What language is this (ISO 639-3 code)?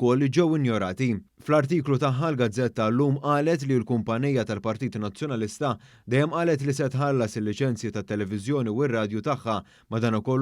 mlt